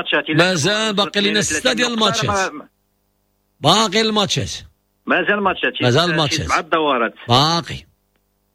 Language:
Moroccan Arabic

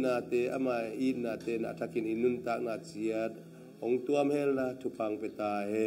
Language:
Tedim Chin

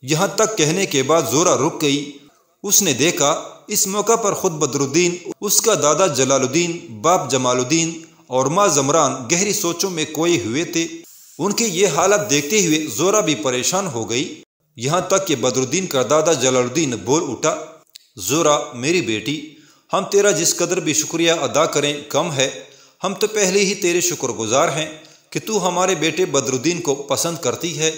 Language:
Urdu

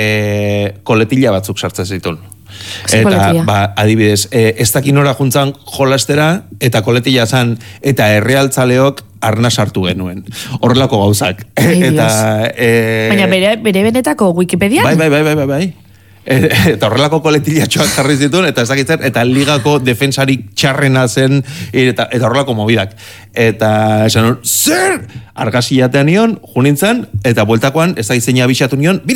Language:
Basque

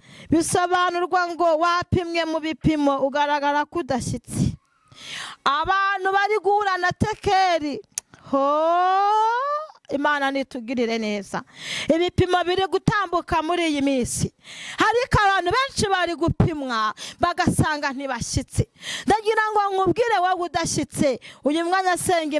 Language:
Kinyarwanda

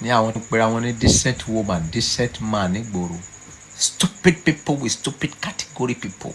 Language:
Yoruba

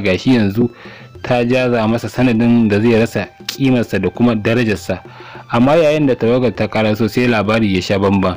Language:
Hausa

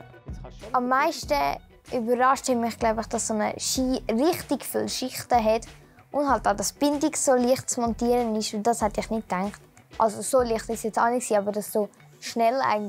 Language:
Swiss German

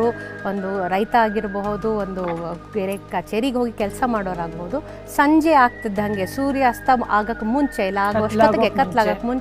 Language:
Kannada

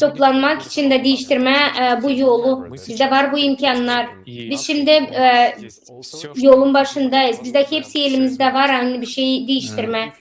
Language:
Gagauz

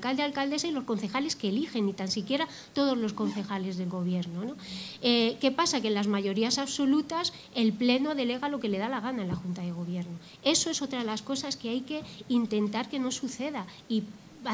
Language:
Spanish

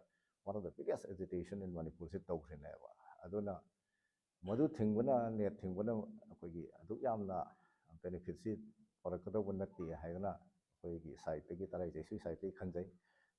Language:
Manipuri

